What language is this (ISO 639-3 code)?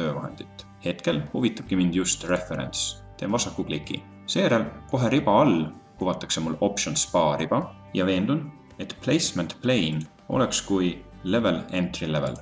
est